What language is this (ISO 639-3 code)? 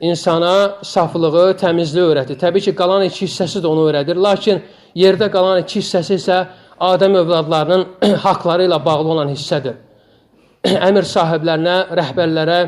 aze